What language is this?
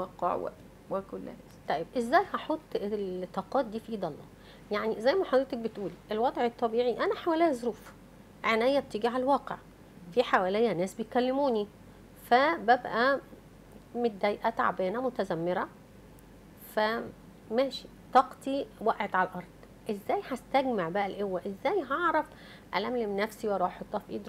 Egyptian Arabic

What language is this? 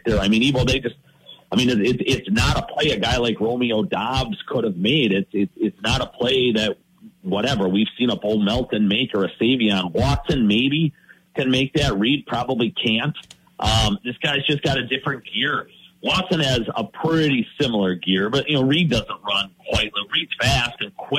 English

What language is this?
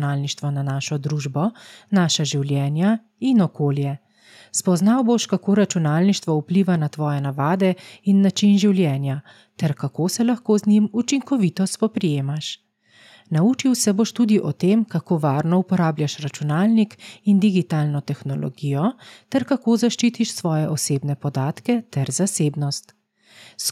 Slovenian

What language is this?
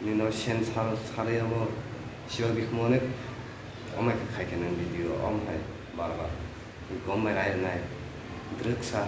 Kok Borok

